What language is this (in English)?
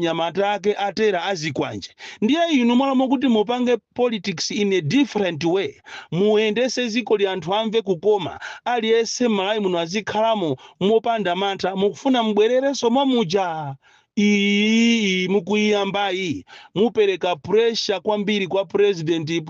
Nyanja